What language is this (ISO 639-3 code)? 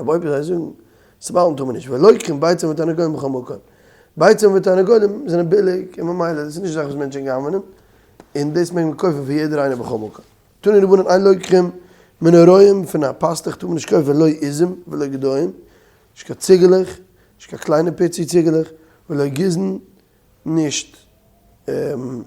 yid